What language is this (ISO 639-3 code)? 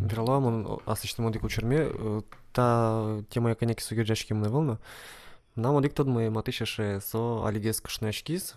udm